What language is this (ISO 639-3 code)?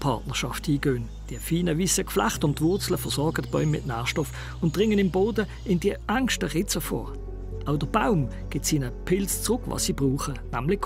deu